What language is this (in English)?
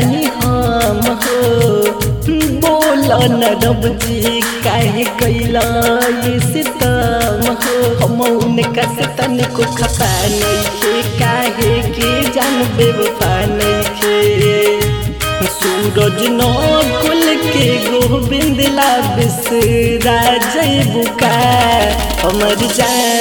Bhojpuri